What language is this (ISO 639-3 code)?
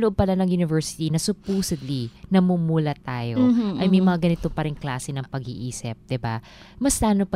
fil